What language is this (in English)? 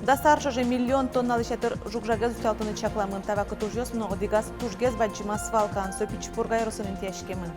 Udmurt